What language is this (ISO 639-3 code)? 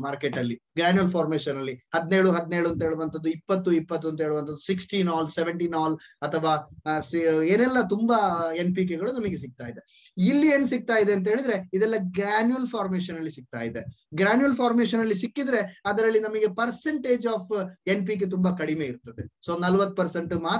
kan